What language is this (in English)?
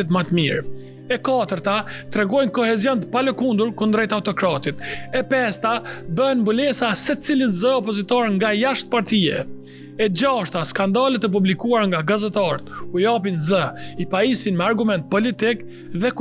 Albanian